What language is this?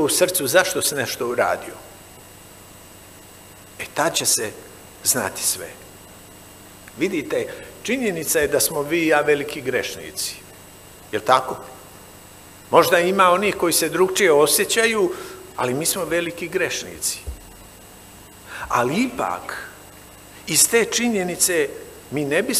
Serbian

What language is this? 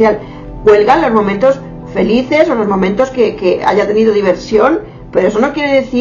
Spanish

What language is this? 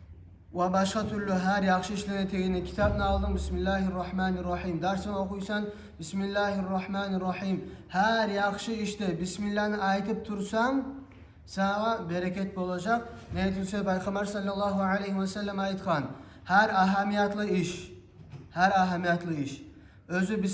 Kumyk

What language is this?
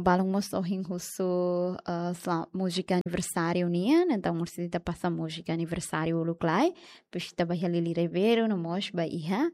Tetum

